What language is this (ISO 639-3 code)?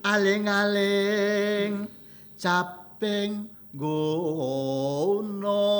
jav